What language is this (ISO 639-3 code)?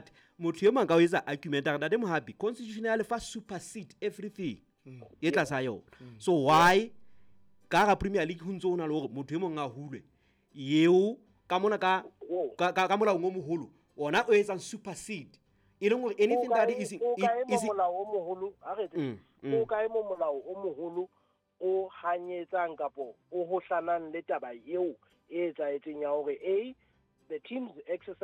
sot